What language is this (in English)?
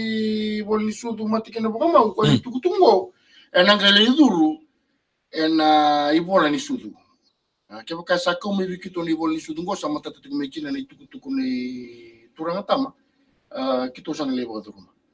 Fijian